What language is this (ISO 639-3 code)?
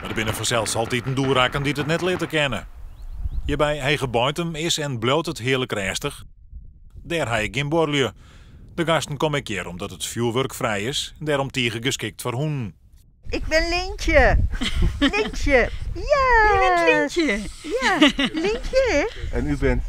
fry